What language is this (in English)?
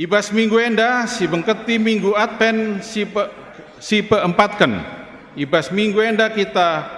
Batak Karo